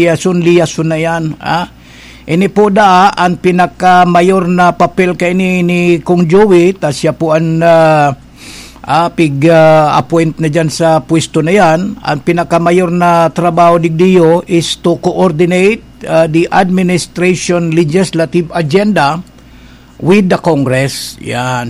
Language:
Bikol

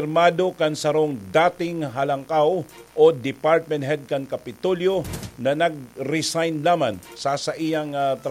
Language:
Bikol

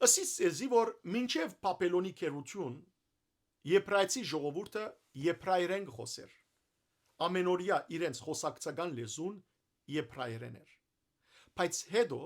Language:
Western Armenian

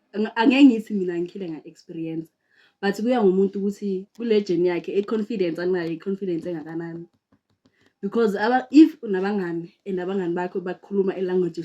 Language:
Zulu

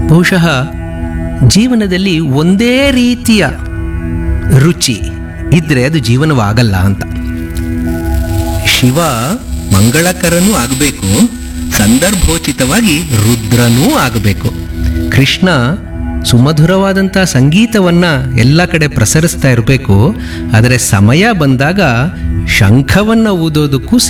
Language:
Kannada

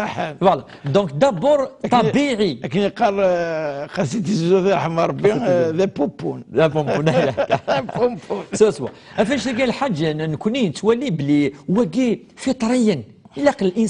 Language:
Kabyle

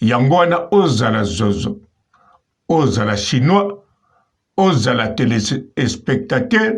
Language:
Lingala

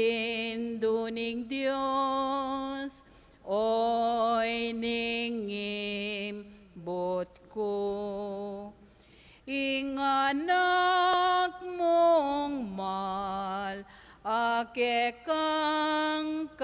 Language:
Pampanga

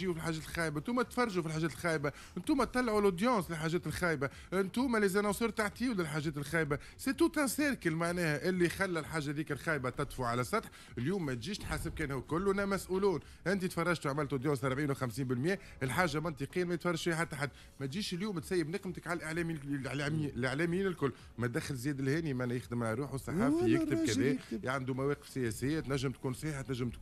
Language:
Tunisian Arabic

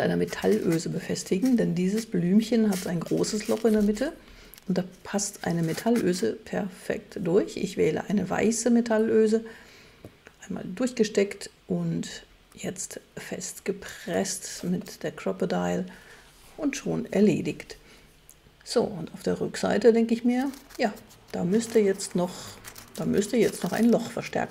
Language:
German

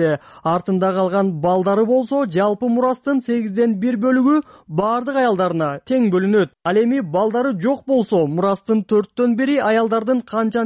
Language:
Kyrgyz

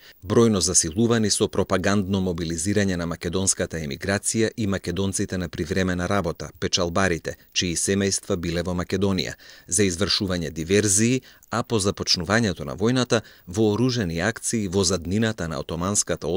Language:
Macedonian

